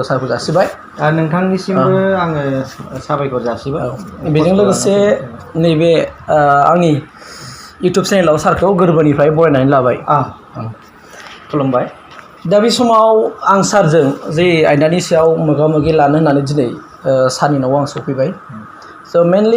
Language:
Bodo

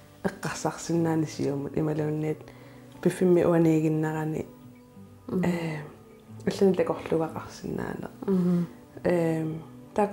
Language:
Kalaallisut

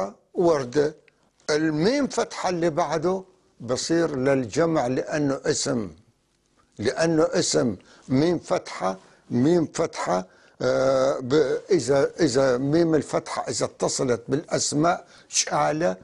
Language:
North Levantine Arabic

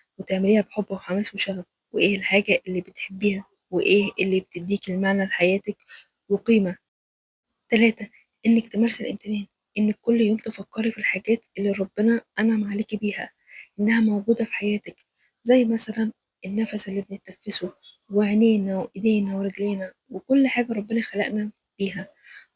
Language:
Egyptian Arabic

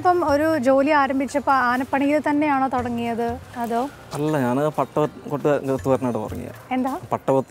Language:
Malayalam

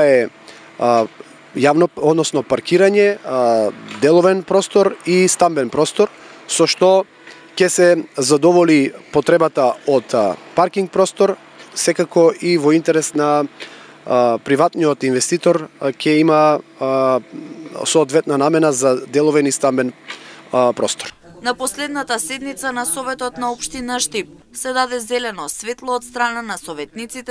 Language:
Macedonian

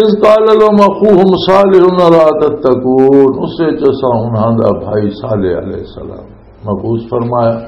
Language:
Western Panjabi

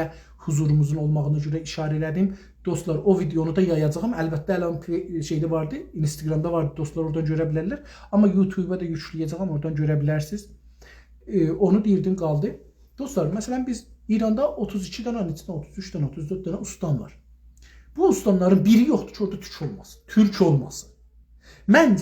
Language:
South Azerbaijani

